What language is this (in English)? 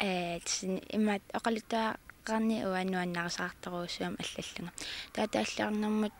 Kalaallisut